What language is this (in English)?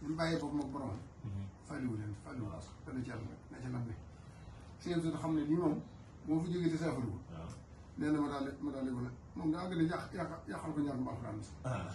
Wolof